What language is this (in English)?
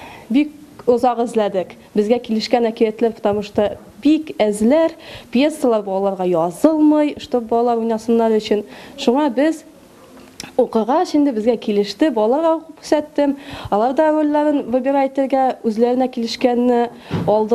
Tatar